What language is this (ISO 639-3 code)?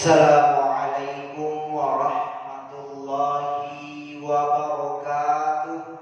bug